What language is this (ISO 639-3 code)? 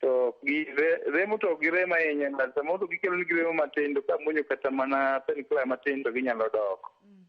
luo